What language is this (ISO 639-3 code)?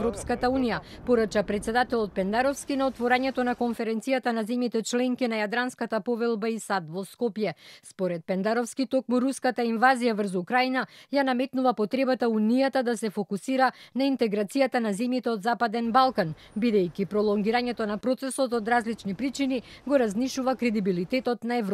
mkd